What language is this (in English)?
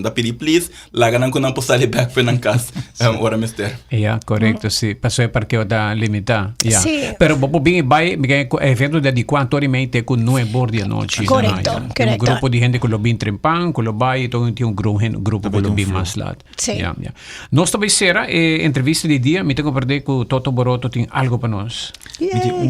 Papiamento